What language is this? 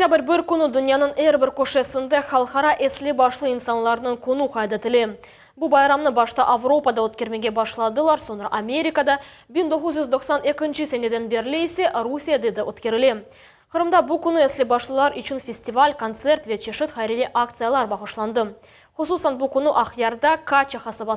Crimean Tatar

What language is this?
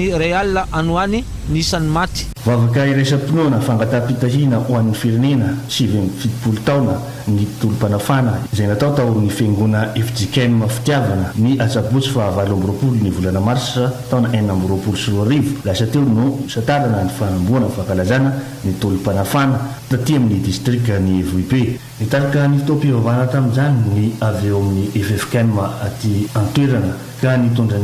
Malagasy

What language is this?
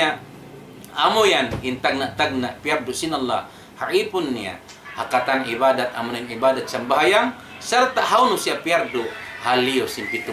Tausug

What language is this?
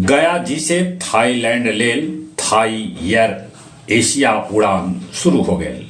Magahi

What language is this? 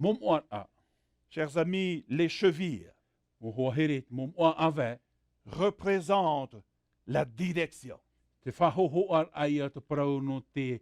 Tahitian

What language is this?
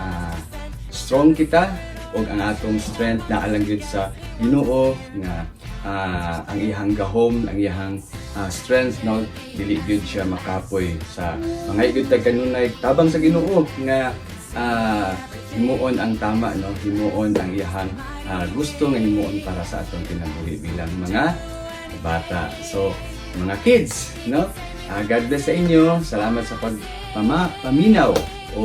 Cebuano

